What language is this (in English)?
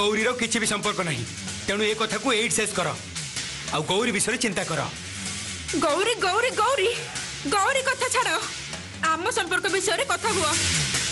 Odia